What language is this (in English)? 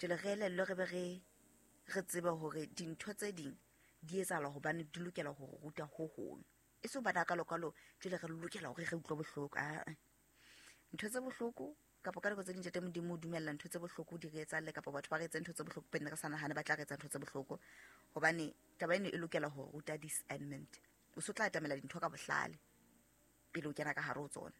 Southern Sotho